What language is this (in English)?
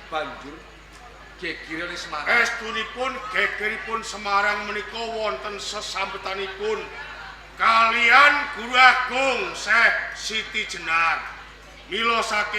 Javanese